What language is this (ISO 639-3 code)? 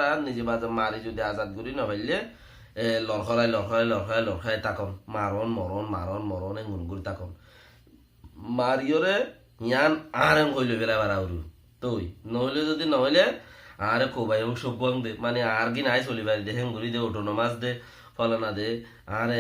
rhg